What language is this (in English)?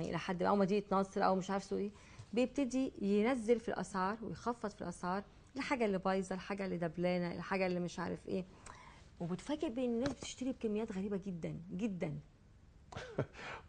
Egyptian Arabic